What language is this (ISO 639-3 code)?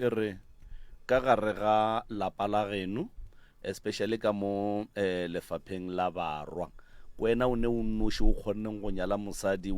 nso